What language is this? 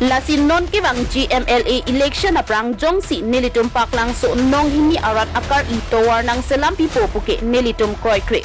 Karbi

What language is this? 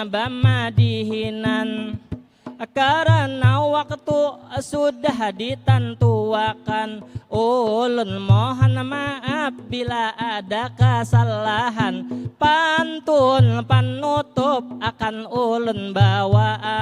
Banjar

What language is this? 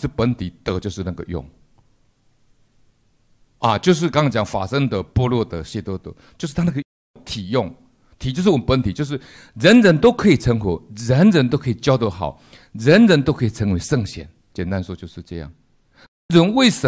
Chinese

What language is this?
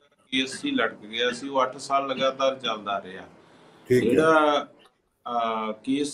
Punjabi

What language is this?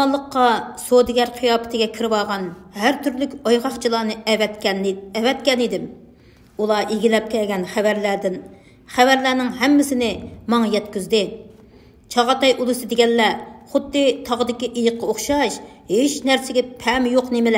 Uyghur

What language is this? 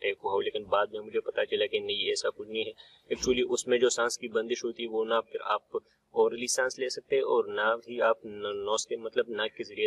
Urdu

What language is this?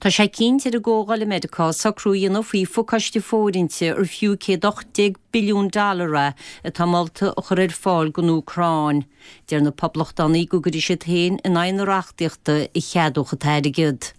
Irish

